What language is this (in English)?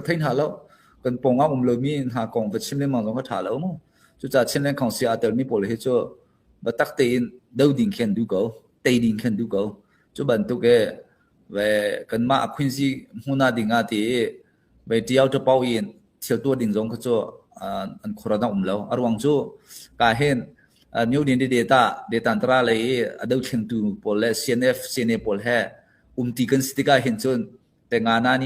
Hakha Chin